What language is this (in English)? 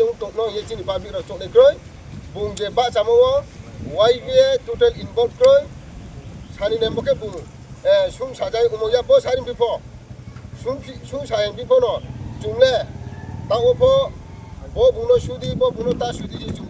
Riang (India)